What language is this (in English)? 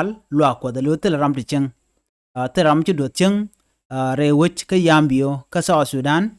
Nuer